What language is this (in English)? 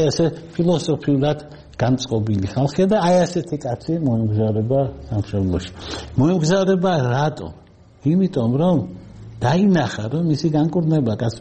Georgian